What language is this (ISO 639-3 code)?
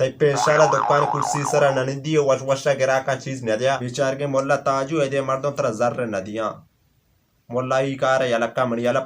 bal